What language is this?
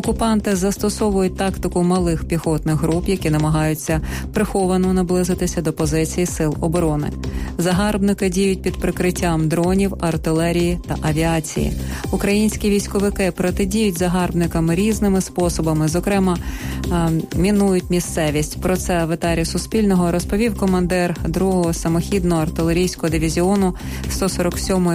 Ukrainian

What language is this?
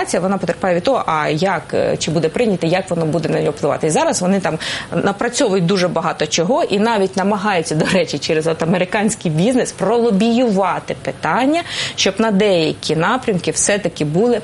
Ukrainian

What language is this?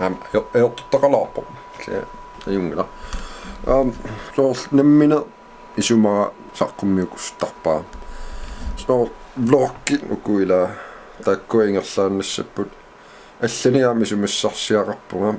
Kalaallisut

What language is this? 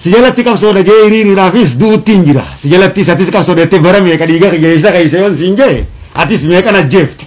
Oromo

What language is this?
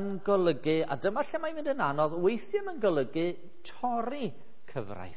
Welsh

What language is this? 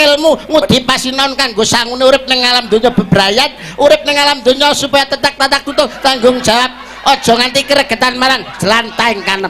Javanese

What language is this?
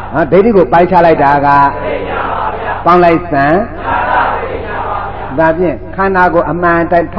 Burmese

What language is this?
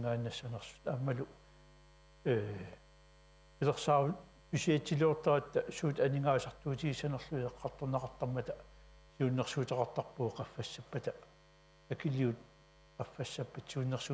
Kalaallisut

